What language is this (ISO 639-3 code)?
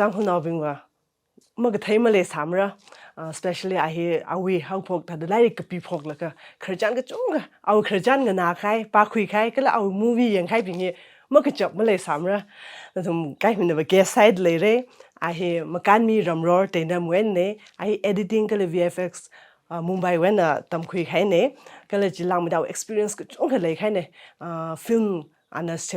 nmf